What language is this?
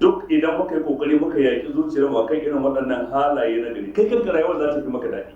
Hausa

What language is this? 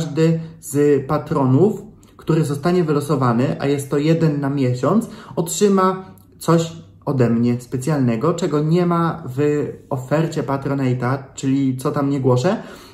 Polish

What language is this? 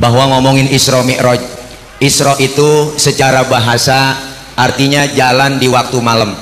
Betawi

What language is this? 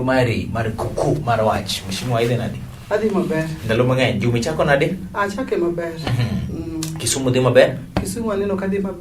Luo (Kenya and Tanzania)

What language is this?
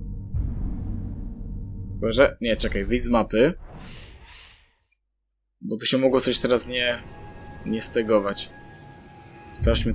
Polish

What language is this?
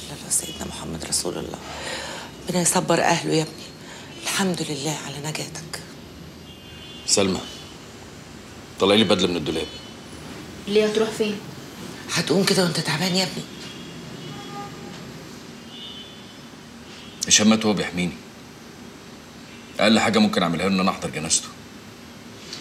Egyptian Arabic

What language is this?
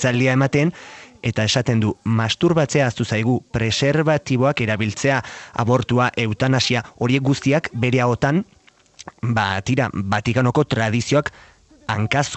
Basque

